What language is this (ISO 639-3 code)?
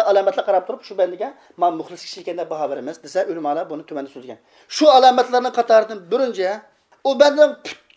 uig